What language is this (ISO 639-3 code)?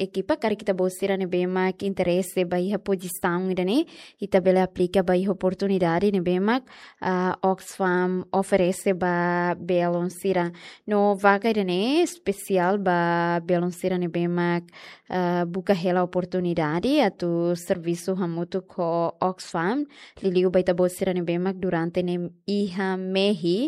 tet